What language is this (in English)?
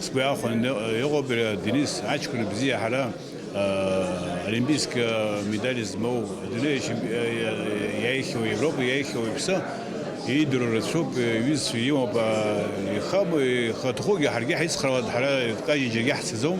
Abkhazian